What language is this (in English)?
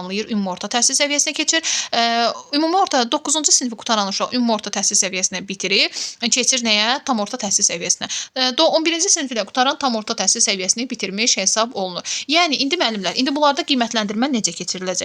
Azerbaijani